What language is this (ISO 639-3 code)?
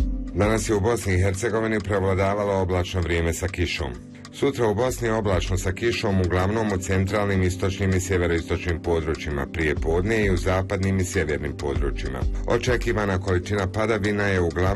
bos